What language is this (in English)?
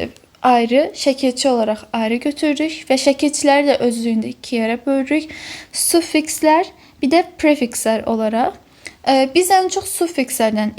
Azerbaijani